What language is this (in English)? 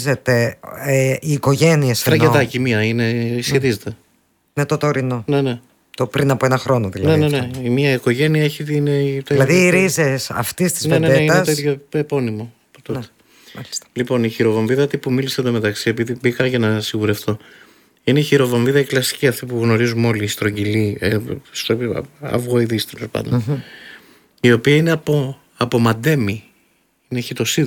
Greek